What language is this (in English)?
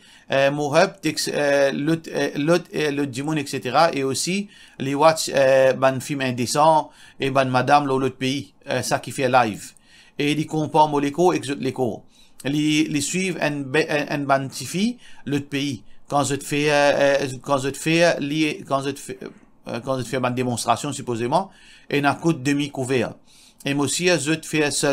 Morisyen